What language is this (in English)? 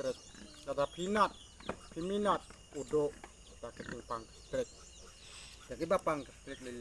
Khasi